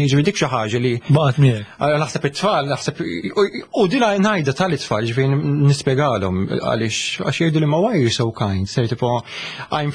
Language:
Maltese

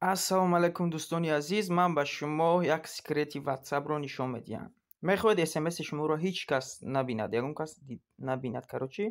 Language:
Tajik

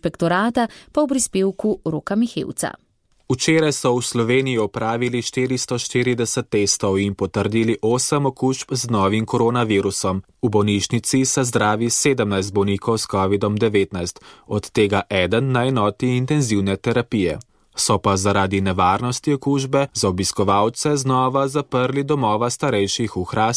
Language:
Slovenian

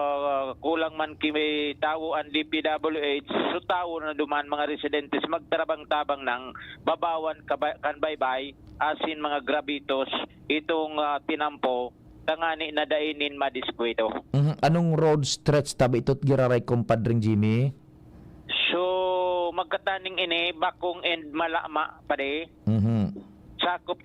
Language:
Bikol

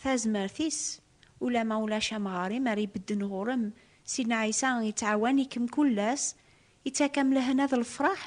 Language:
Kabyle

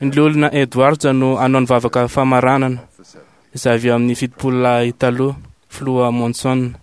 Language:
Malagasy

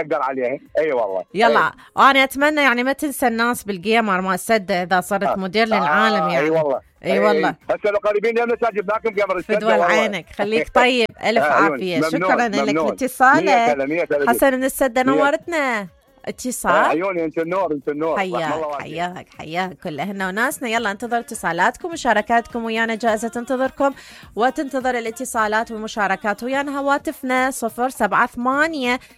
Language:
Mesopotamian Arabic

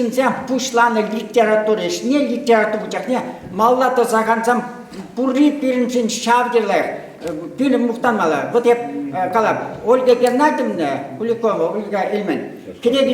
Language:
Chuvash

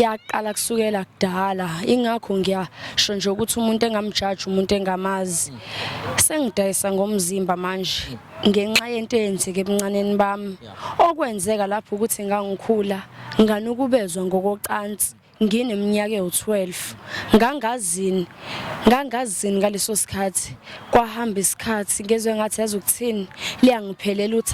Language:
Zulu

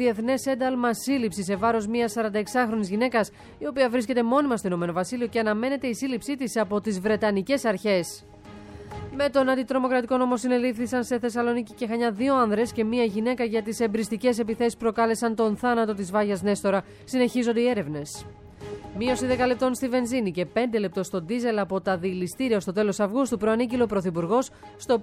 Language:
Greek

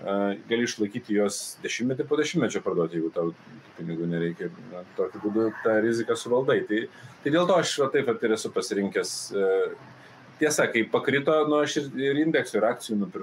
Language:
Lithuanian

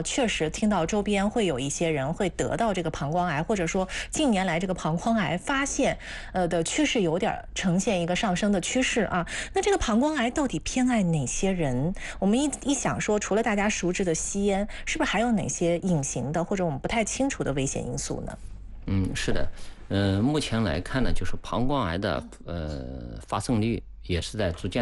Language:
Chinese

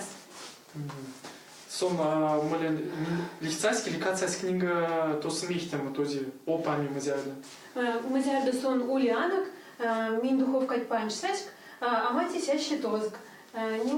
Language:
Erzya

